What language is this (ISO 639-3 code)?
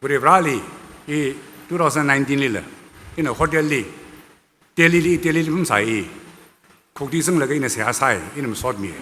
nmf